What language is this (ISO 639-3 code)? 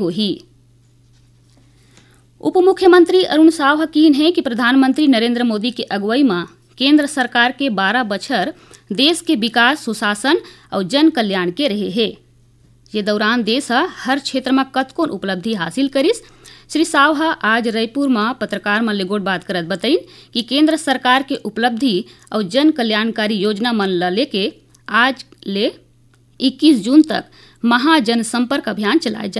hne